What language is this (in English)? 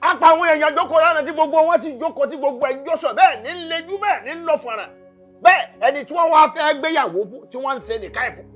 Yoruba